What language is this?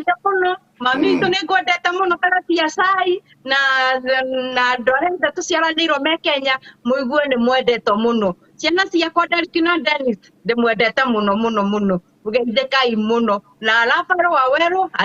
Kikuyu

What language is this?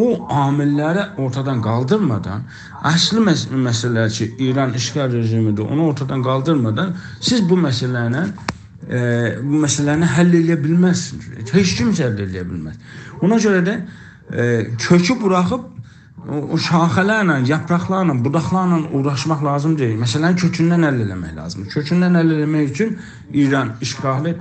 South Azerbaijani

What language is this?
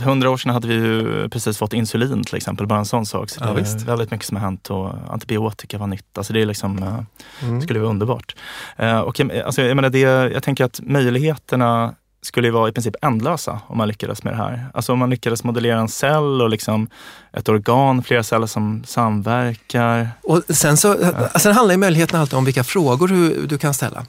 Swedish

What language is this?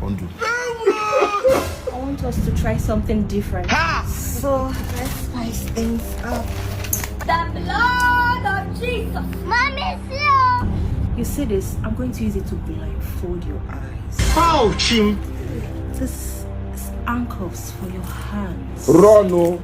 Nigerian Pidgin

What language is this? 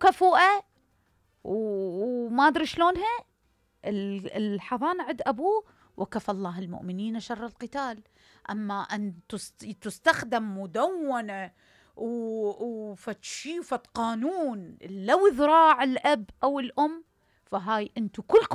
Mesopotamian Arabic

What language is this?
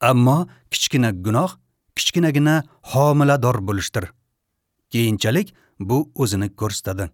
Uzbek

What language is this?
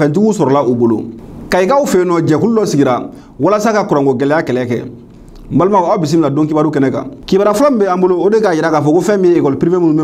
Bambara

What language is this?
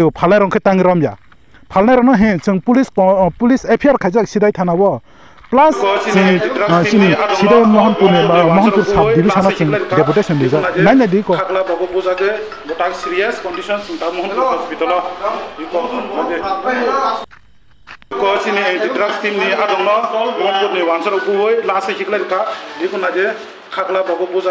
Kok Borok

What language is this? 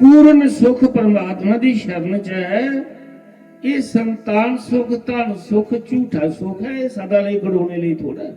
Dogri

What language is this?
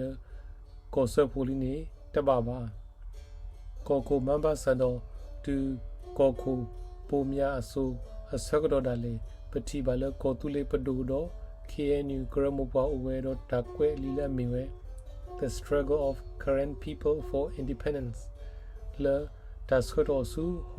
S'gaw Karen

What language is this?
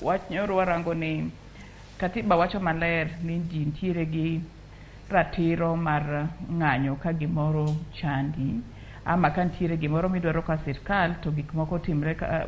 Luo (Kenya and Tanzania)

